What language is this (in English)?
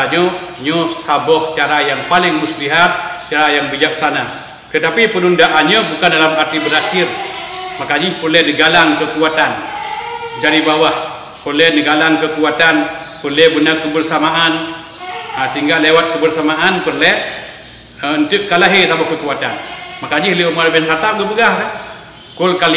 Achinese